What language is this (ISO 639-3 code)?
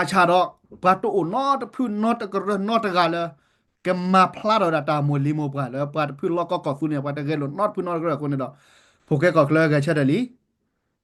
ksw